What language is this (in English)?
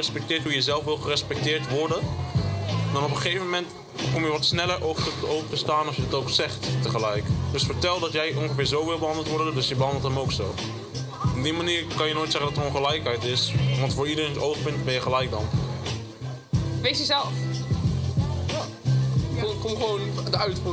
Dutch